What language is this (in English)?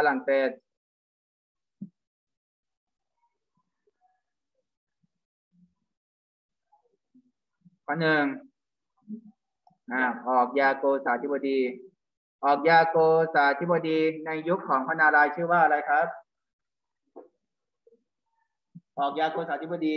Thai